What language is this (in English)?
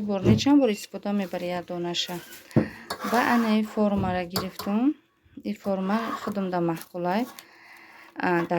Tajik